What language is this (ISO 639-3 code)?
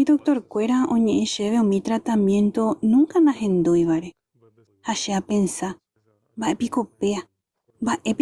grn